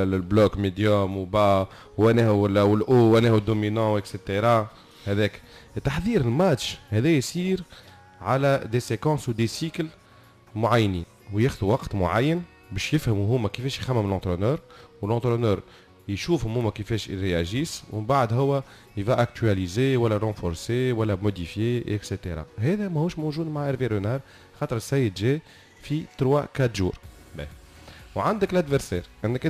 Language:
Tunisian Arabic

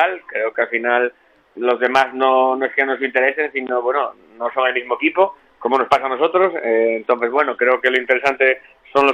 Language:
Spanish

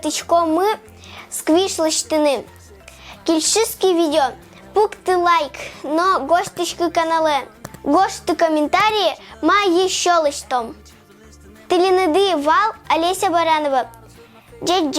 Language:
Udmurt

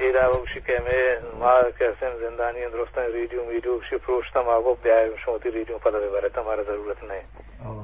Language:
Eastern Balochi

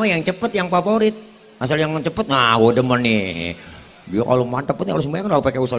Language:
Betawi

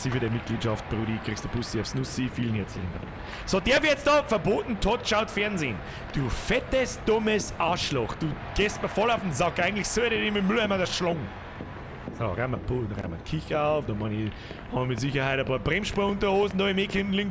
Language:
Bavarian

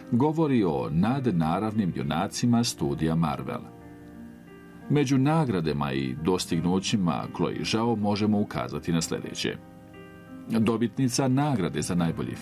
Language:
Bosnian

